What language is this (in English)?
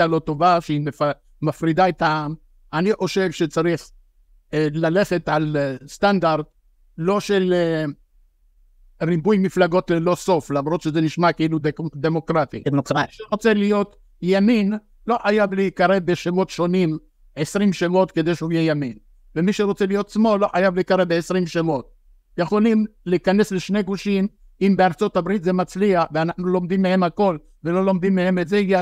Hebrew